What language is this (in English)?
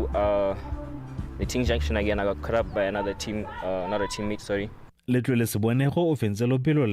Tswana